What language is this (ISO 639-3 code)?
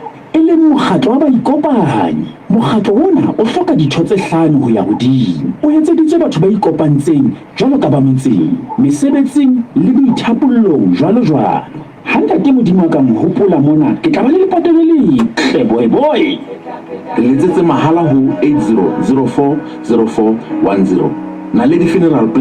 sot